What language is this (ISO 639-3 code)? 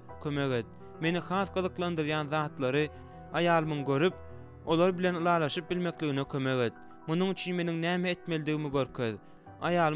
tuk